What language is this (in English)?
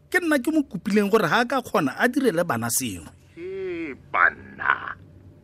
Tswana